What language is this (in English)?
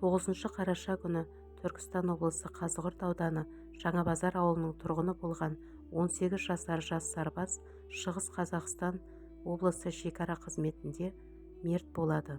Kazakh